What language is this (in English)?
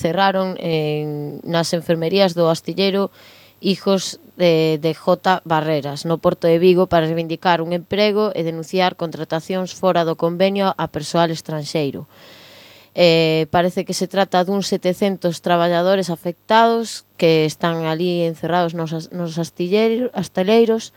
Galician